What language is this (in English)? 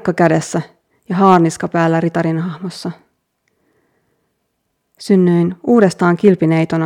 Finnish